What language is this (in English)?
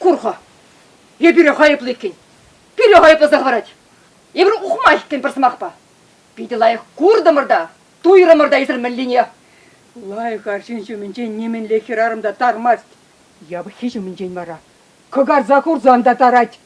Chuvash